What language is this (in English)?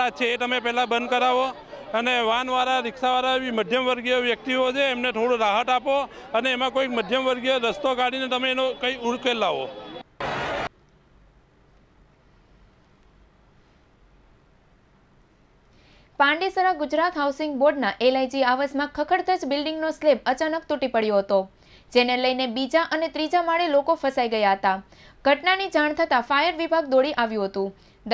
Gujarati